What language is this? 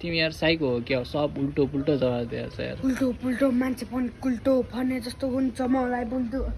Nepali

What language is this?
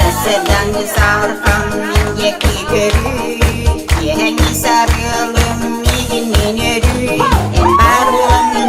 Yakut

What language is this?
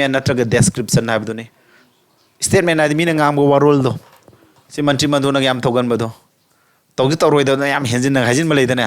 Manipuri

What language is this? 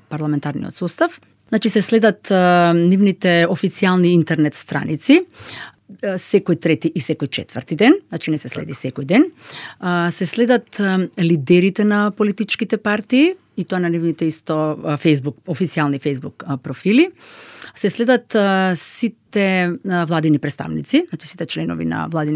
Macedonian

